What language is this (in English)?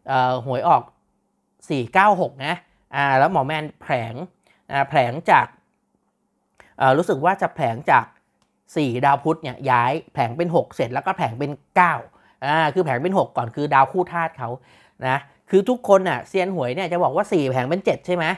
Thai